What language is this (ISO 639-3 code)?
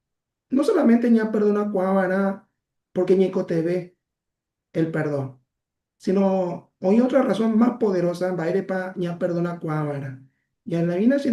grn